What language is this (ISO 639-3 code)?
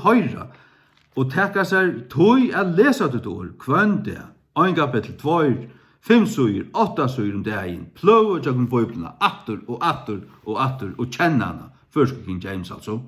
fao